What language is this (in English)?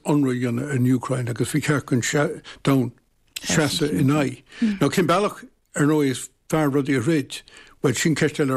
Irish